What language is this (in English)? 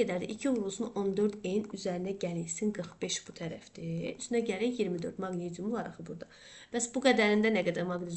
Azerbaijani